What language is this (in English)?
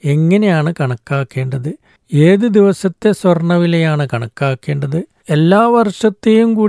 Malayalam